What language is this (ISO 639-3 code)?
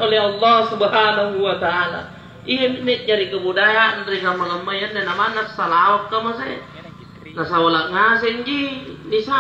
mak